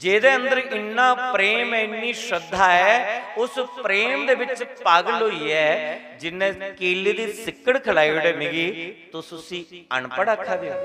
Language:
Dogri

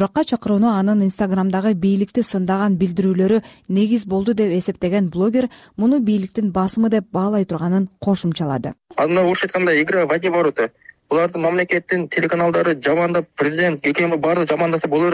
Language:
Kyrgyz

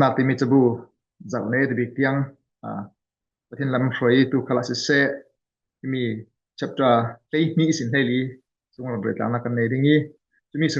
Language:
Falam Chin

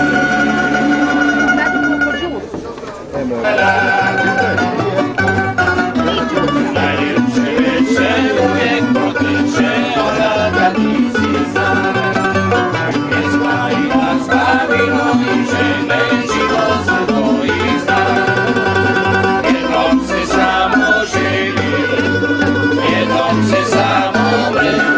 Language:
Croatian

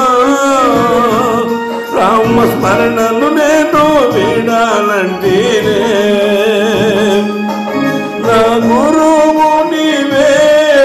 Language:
Telugu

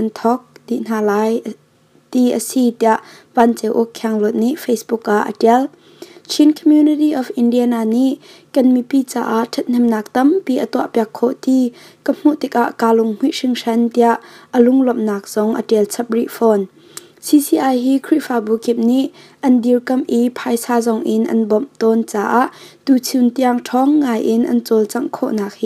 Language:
Hakha Chin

